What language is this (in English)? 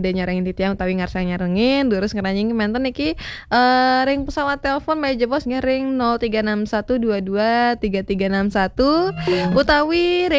Balinese